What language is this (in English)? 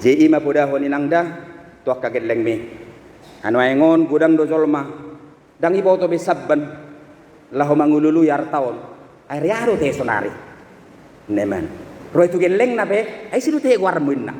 Batak Toba